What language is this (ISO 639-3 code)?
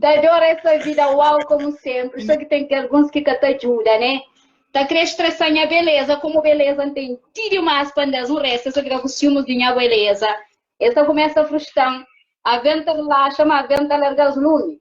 kea